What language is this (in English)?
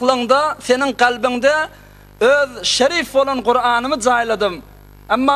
Turkmen